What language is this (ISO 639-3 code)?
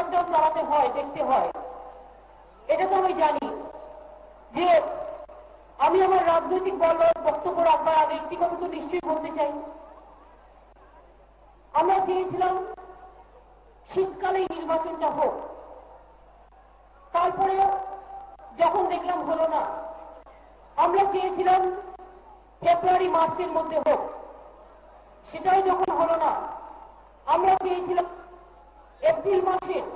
ben